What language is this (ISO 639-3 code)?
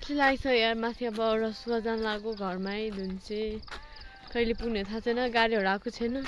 nep